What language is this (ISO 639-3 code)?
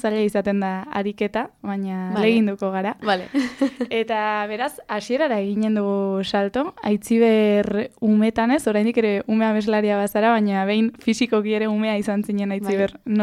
eus